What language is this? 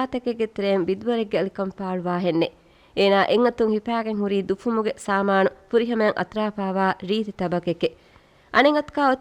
Divehi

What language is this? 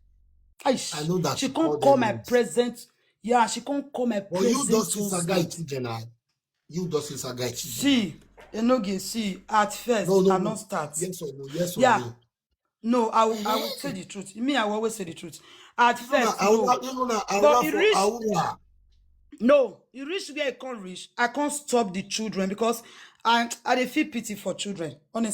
Nigerian Pidgin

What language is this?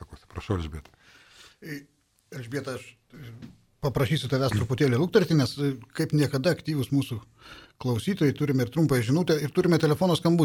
Lithuanian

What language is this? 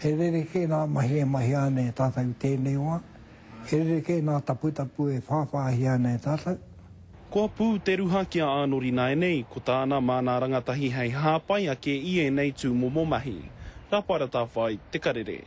Māori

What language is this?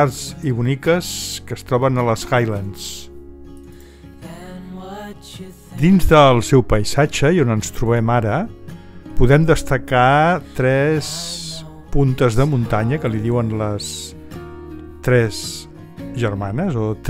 Catalan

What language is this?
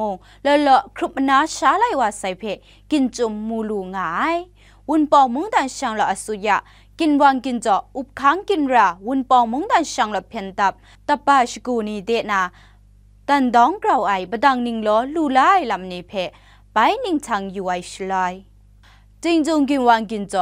Kachin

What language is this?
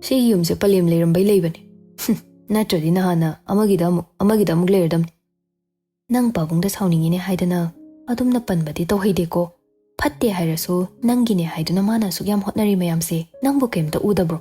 Manipuri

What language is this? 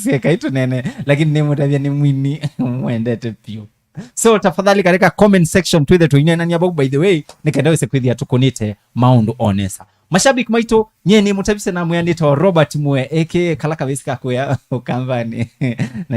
Kamba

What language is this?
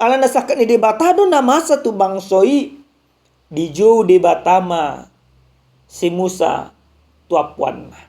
Batak Toba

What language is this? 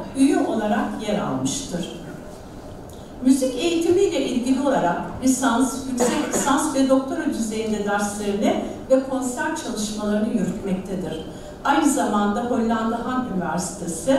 Turkish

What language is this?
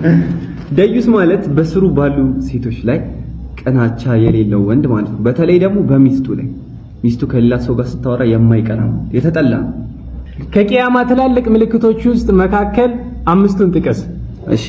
Amharic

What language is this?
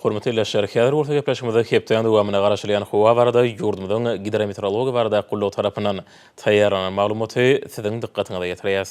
Turkmen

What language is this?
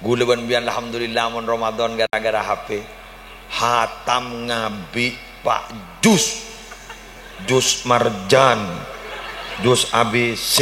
Madurese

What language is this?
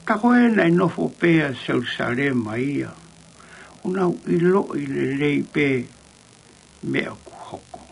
Tongan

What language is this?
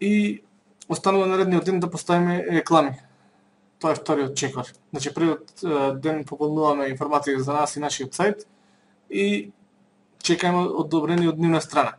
Macedonian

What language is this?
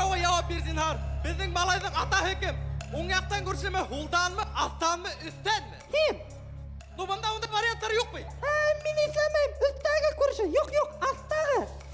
Bashkir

